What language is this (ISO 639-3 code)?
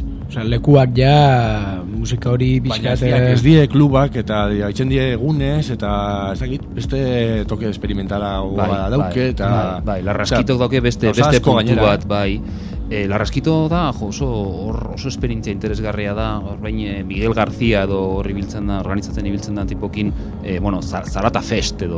eus